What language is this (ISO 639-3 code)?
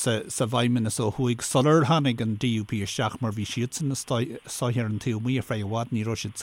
gle